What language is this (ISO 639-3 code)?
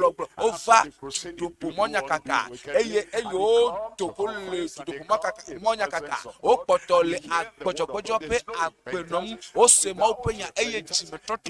ewe